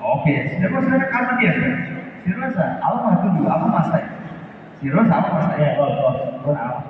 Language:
Tetum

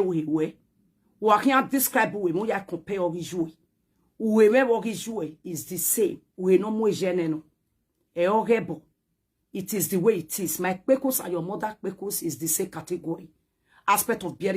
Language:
Nigerian Pidgin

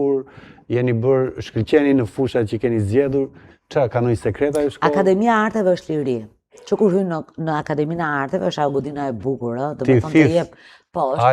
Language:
Albanian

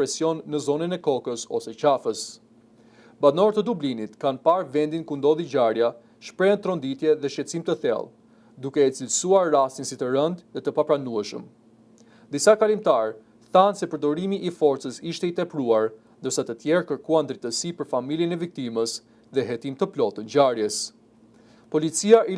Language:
Albanian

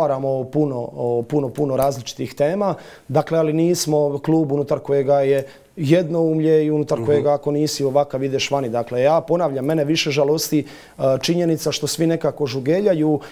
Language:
Croatian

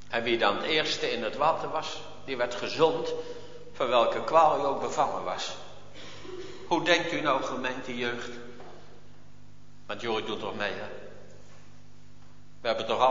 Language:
Dutch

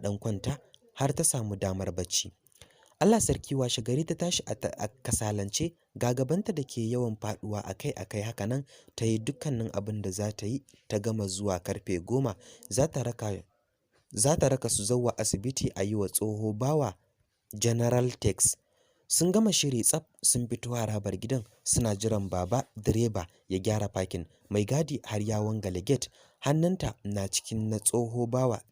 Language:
Hausa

